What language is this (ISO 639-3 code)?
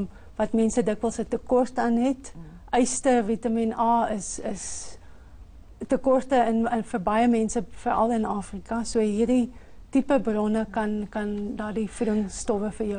afr